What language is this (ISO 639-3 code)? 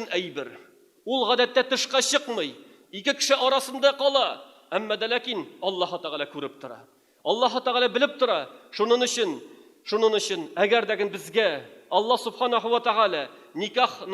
tat